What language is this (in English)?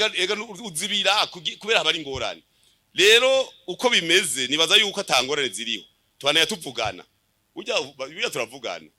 Rundi